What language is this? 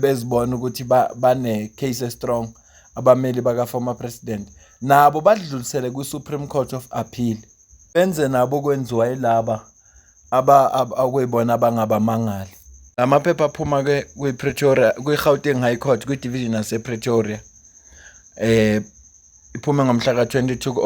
Zulu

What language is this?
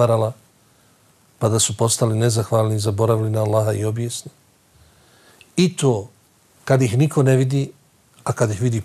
Bosnian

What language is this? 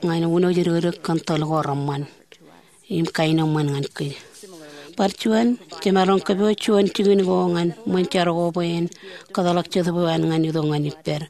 Marshallese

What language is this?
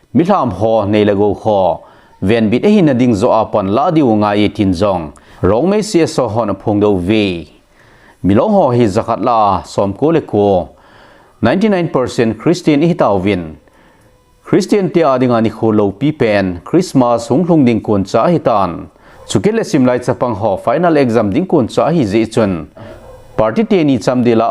Thado Chin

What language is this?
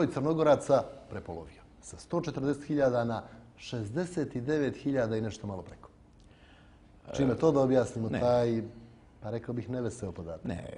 Serbian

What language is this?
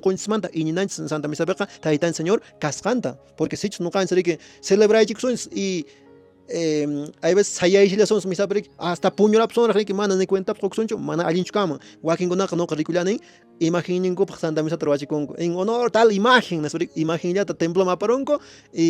Quechua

